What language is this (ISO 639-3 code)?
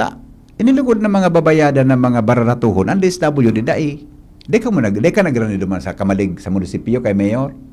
bik